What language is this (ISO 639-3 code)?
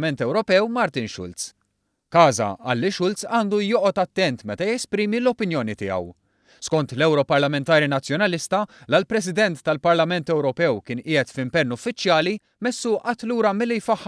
mlt